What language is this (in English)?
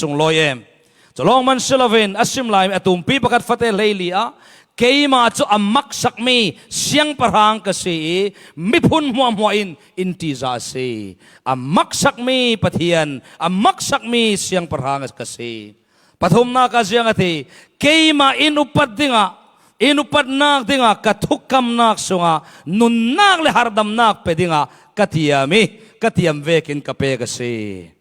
Falam Chin